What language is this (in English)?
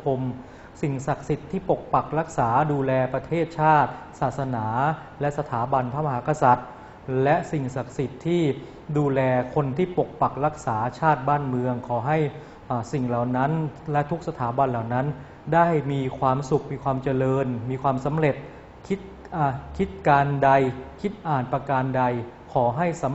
Thai